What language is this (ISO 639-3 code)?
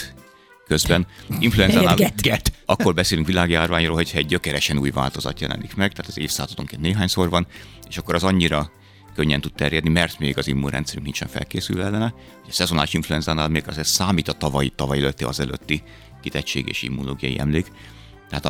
hun